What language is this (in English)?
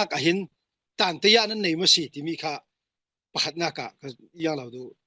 Falam Chin